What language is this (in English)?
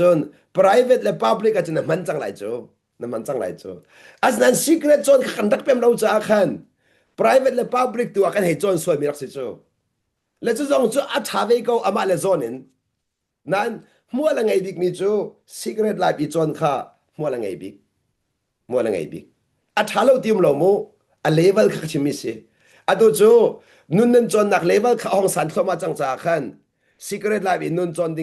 Hakha Chin